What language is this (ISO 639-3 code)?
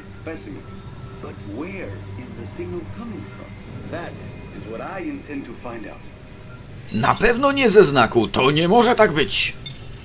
pol